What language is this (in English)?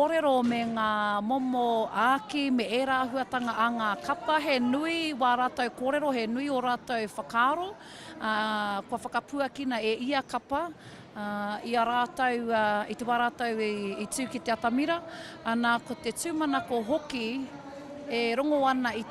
Māori